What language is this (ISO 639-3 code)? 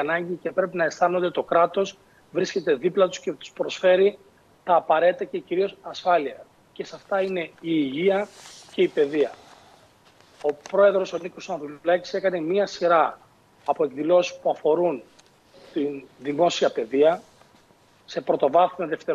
ell